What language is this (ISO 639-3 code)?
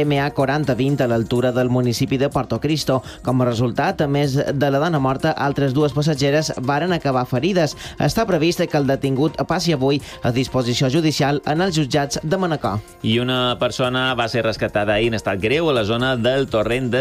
cat